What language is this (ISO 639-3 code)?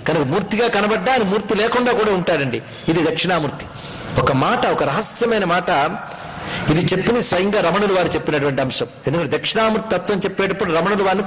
tel